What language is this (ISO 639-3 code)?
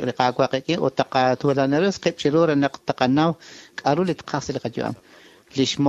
kek